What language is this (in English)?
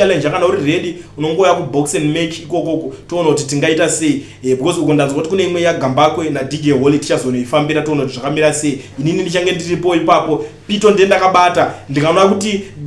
Shona